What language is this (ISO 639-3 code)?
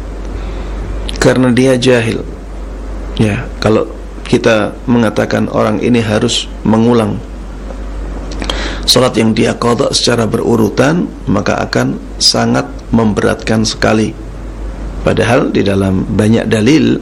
ind